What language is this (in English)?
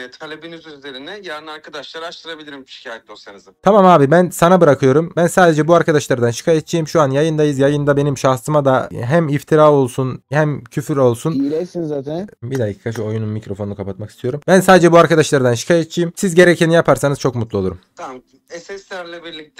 Turkish